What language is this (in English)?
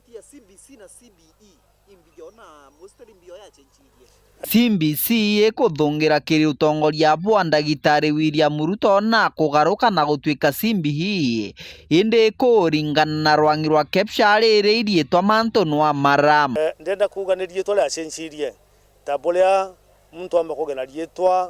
Meru